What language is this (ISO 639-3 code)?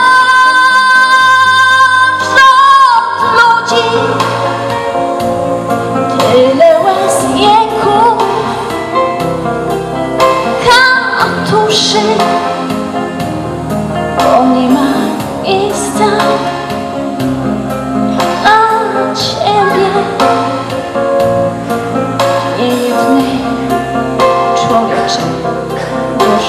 pol